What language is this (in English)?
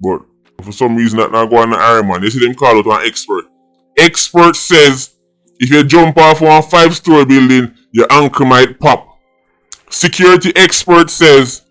Jamaican Creole English